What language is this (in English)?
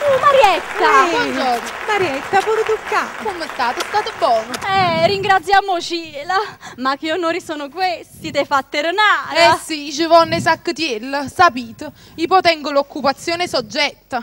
Neapolitan